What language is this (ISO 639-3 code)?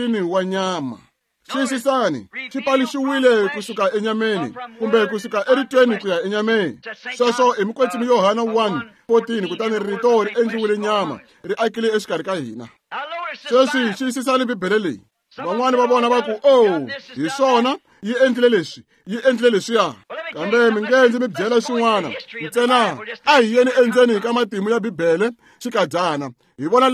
tso